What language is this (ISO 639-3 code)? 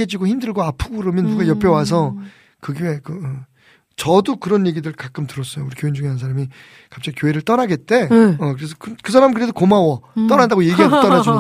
kor